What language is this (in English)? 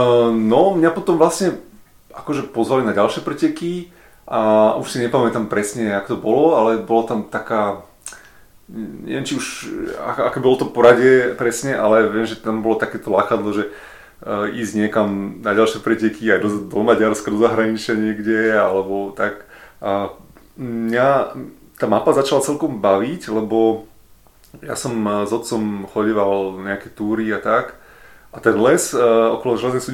Slovak